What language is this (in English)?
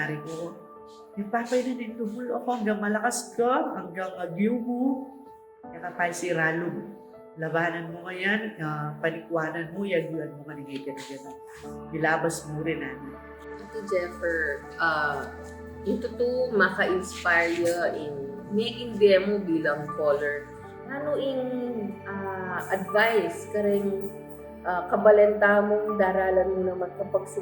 Pampanga